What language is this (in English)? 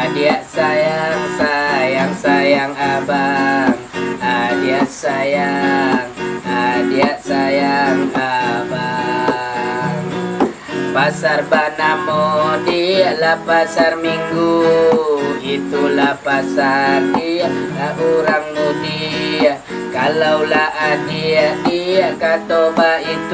Minangkabau